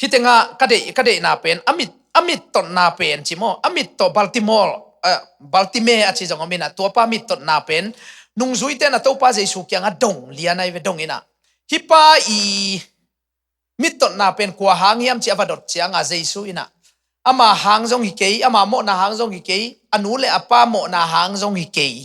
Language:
Tedim Chin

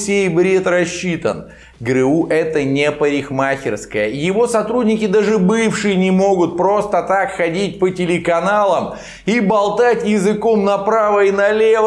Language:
Russian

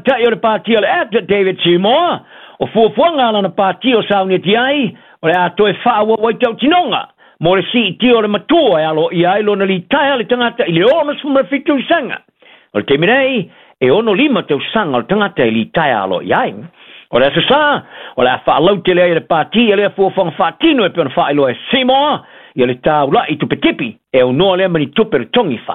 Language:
Samoan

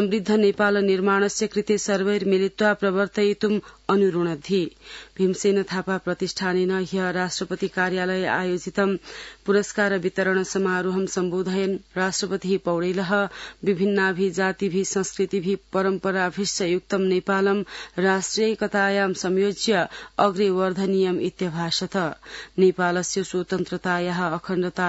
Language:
Sanskrit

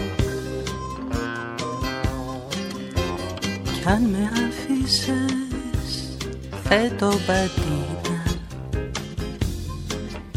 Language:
Greek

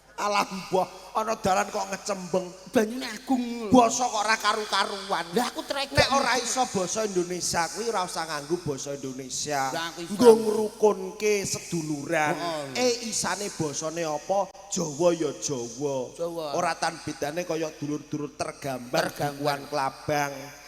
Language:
Javanese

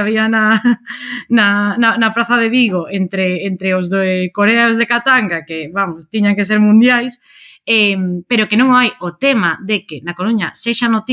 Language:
Galician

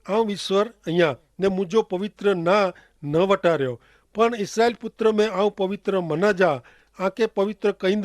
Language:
Kachhi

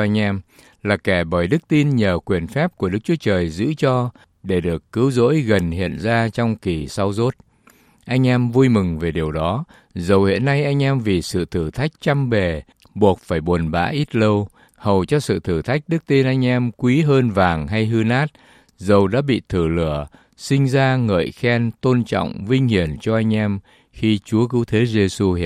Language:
Vietnamese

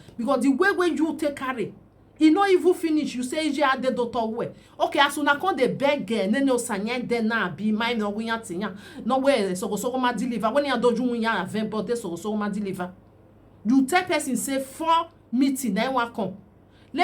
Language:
Nigerian Pidgin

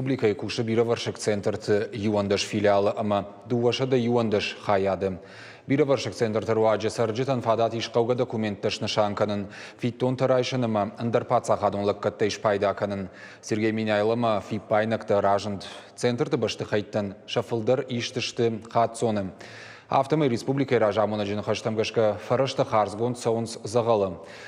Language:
Ossetic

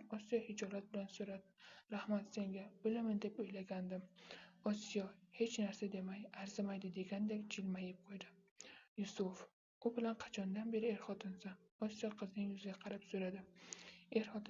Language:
Uzbek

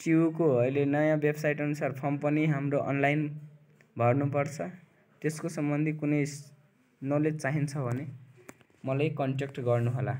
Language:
Nepali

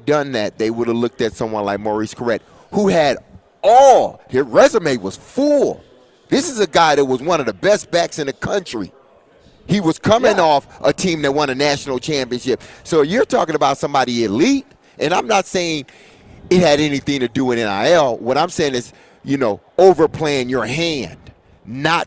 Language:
English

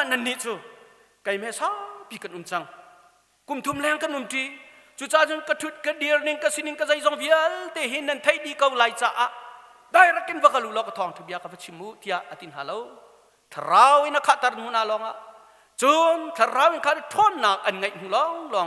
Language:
Hakha Chin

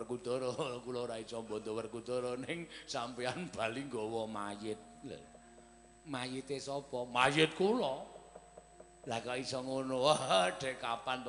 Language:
Javanese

